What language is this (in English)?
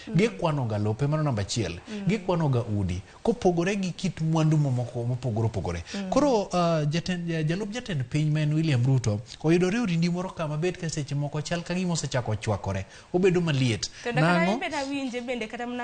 Luo (Kenya and Tanzania)